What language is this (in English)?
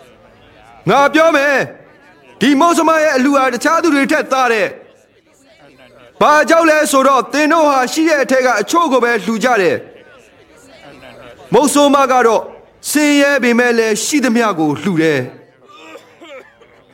Burmese